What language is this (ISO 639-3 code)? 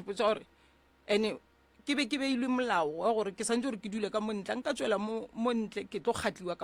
nso